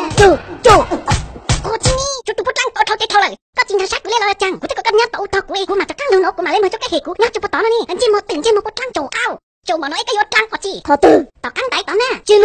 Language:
Hmong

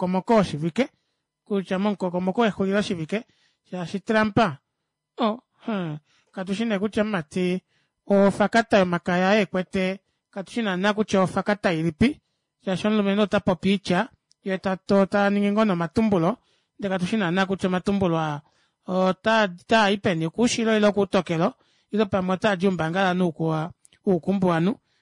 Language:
Kuanyama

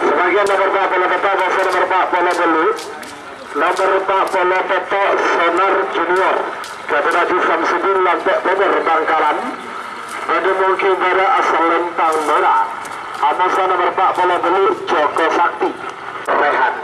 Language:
Madurese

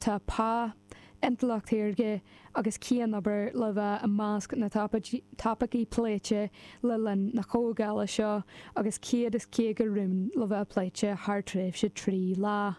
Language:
Irish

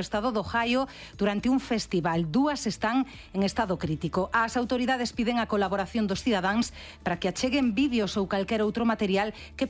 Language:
Galician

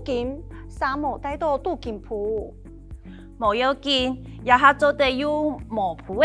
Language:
Hakka Chinese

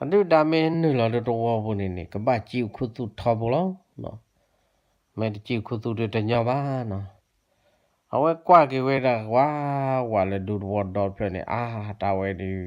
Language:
S'gaw Karen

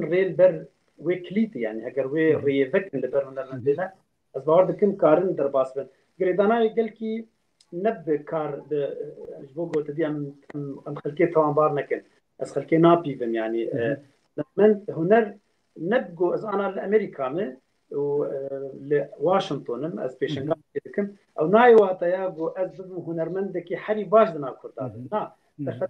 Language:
Kurdish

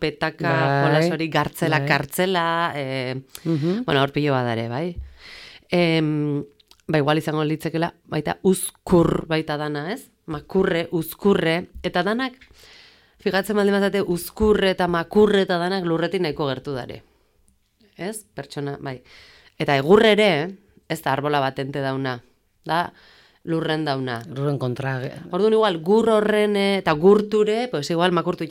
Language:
Basque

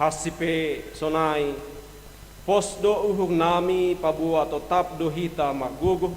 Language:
Batak Simalungun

